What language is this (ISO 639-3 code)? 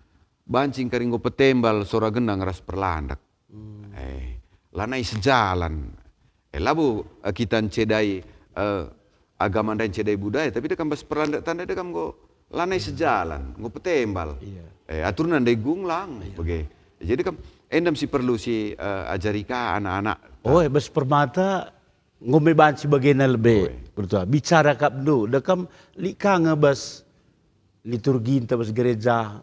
btx